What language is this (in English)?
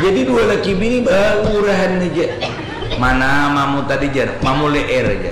Banjar